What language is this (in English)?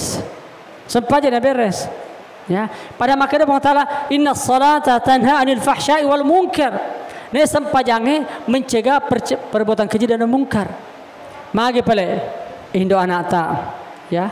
Buginese